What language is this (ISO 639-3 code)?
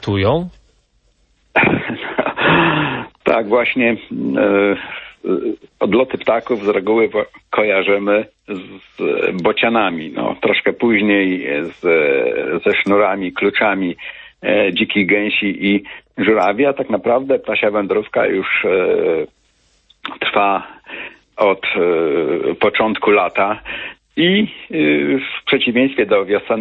pol